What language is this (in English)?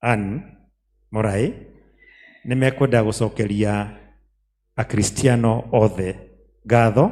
Kikuyu